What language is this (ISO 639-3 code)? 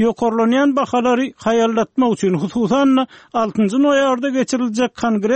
tuk